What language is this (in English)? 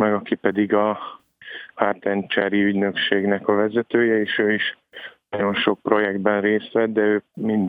Hungarian